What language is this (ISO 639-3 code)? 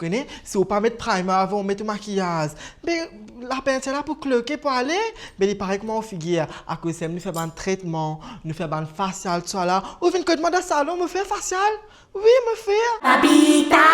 mfe